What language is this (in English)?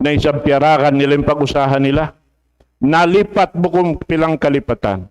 Tausug